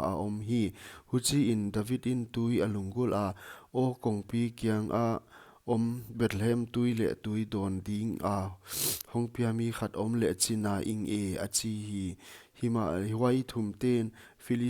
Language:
Paite Chin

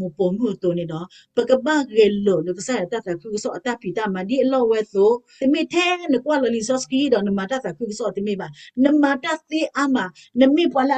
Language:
S'gaw Karen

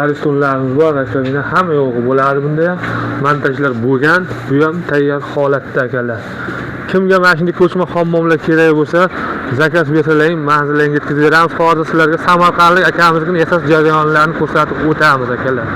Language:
Uzbek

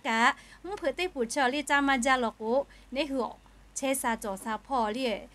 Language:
Lahu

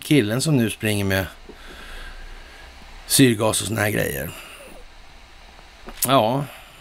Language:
Swedish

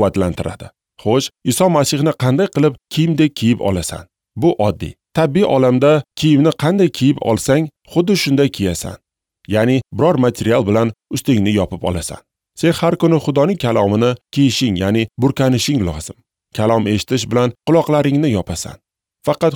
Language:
Uzbek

